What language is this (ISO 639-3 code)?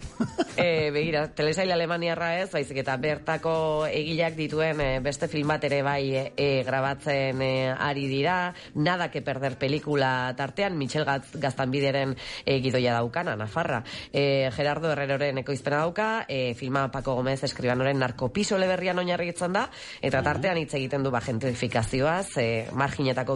eus